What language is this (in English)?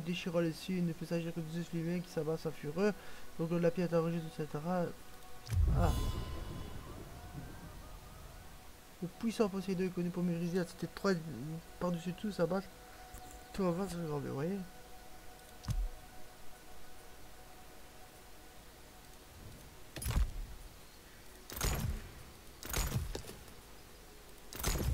French